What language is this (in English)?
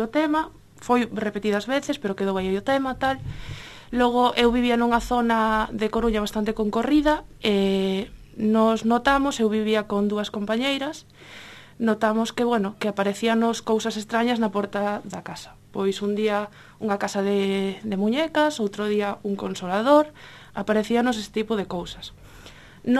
Galician